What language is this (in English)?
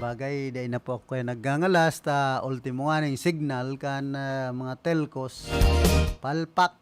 Bikol